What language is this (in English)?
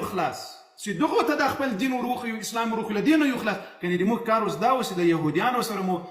Pashto